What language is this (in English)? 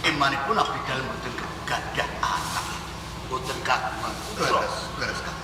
Javanese